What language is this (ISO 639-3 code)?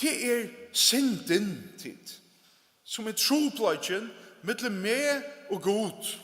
fao